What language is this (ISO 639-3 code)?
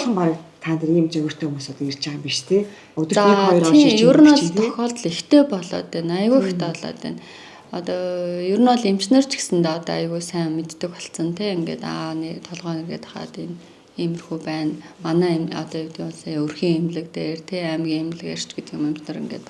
mon